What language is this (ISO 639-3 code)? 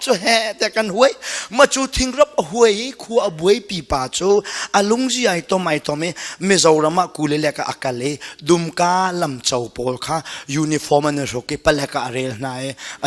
cnh